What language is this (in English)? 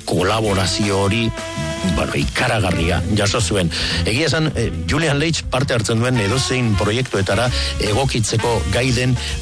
Basque